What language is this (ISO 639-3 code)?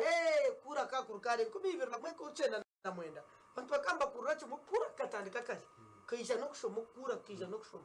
nyn